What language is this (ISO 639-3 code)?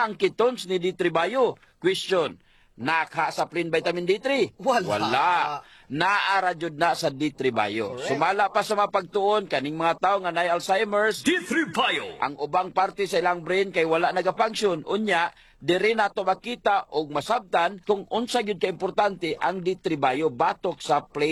ceb